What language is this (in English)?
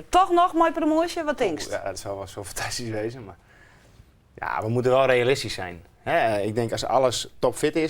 Western Frisian